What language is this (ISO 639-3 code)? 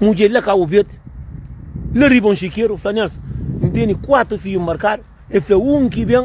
kea